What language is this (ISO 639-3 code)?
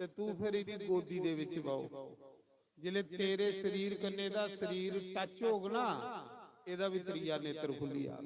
doi